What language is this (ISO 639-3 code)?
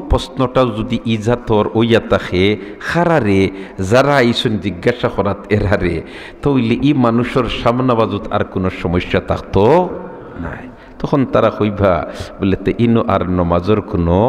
syl